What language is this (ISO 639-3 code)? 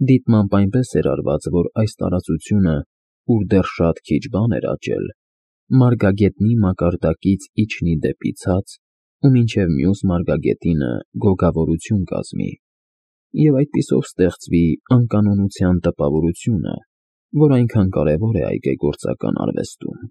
hye